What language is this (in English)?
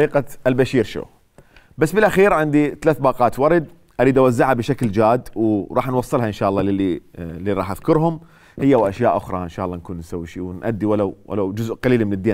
Mesopotamian Arabic